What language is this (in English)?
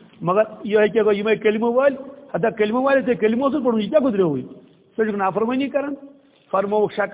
Kashmiri